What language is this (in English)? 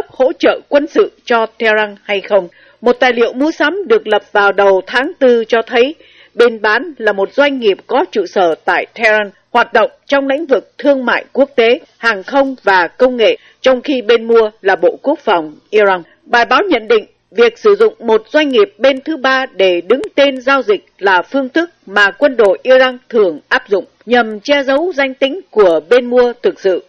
Vietnamese